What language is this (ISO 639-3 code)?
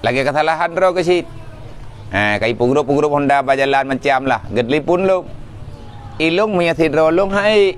ace